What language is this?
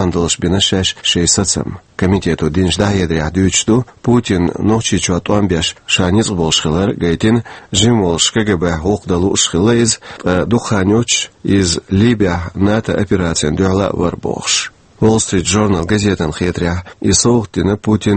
Chechen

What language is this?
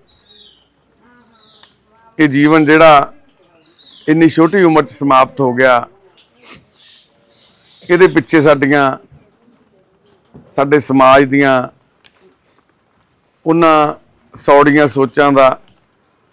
Punjabi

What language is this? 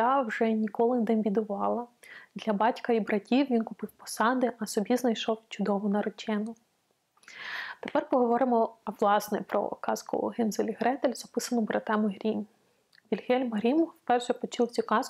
Ukrainian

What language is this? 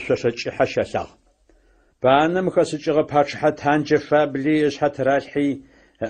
Adyghe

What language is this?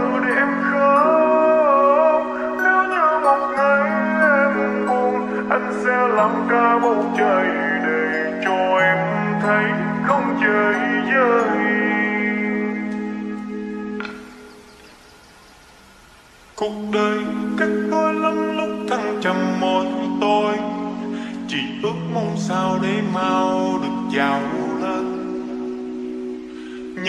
Vietnamese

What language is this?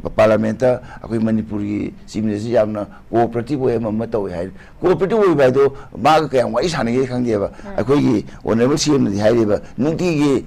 Manipuri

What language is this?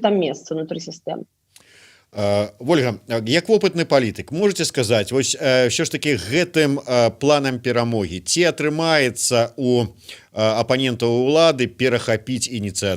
Belarusian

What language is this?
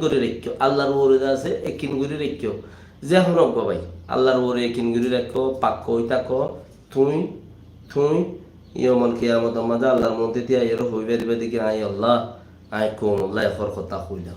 Rohingya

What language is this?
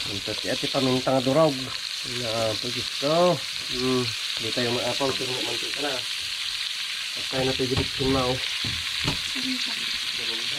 Iloko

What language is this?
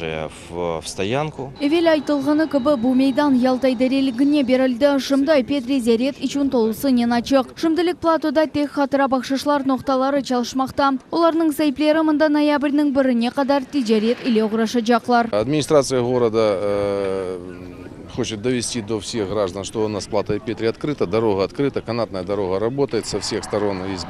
Crimean Tatar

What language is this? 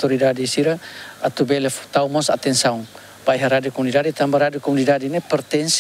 Tetum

